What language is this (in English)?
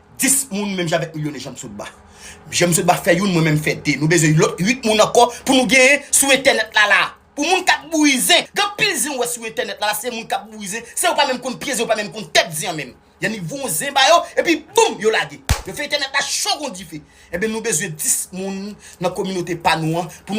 Haitian Creole